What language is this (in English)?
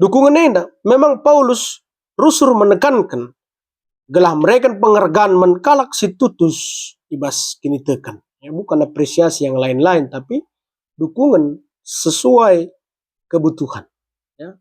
Batak Karo